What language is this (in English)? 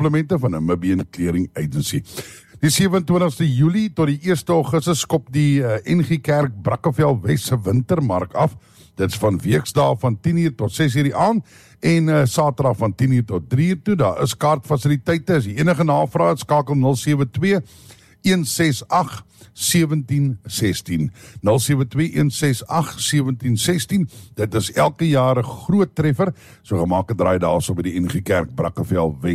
Afrikaans